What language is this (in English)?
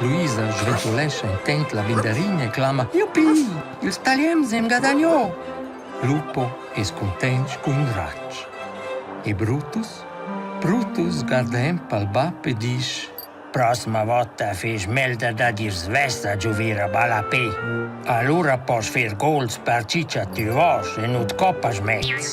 Romansh